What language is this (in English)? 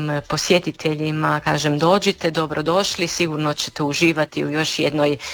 Croatian